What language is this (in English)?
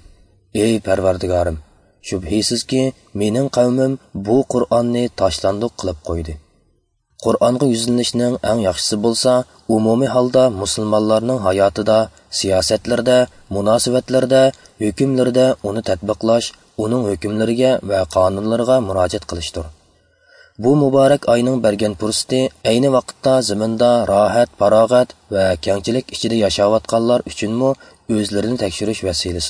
Uyghur